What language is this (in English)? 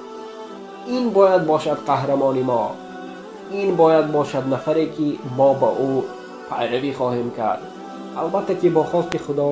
Tajik